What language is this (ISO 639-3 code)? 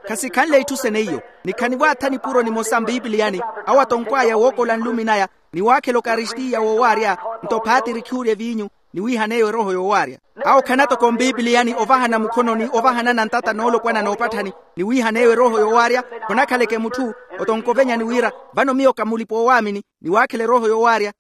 vmw